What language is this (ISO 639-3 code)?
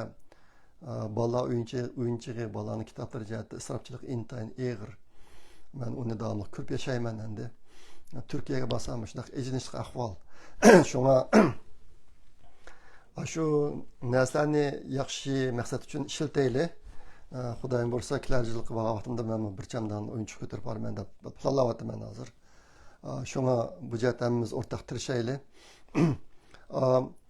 uig